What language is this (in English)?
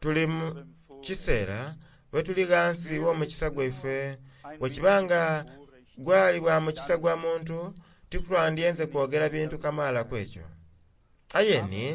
Soga